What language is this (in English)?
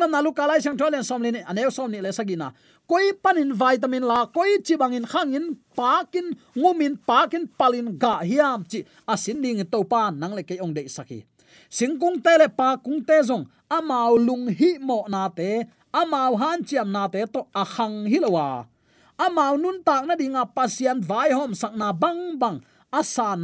Tedim Chin